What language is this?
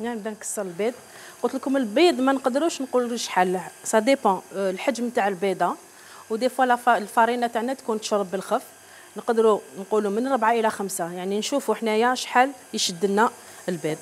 Algerian Arabic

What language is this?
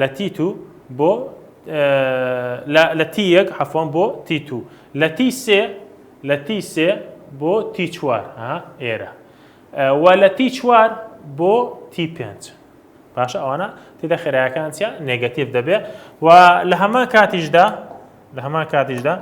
Central Kurdish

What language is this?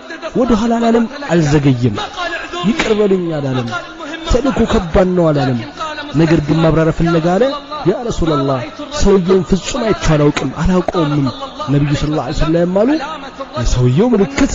Amharic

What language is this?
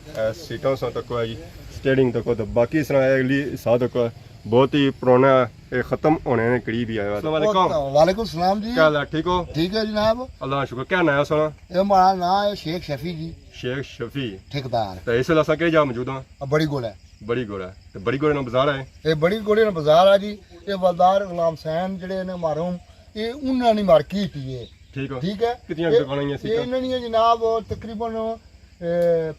Pahari-Potwari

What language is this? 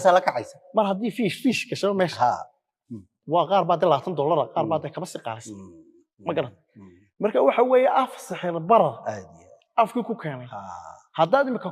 Somali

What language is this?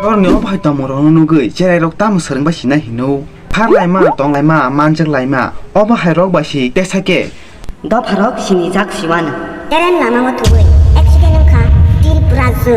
Kok Borok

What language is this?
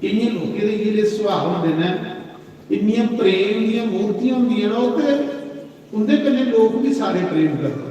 Dogri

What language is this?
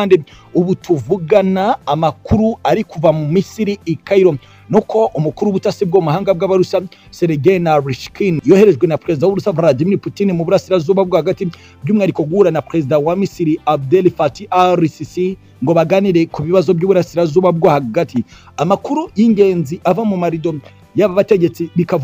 Kinyarwanda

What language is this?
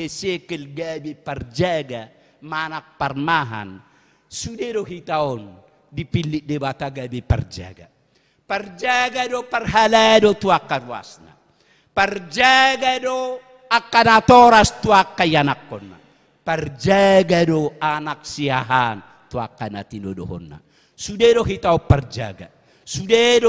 Batak Toba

